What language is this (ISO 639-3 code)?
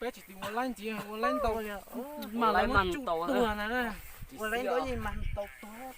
hmn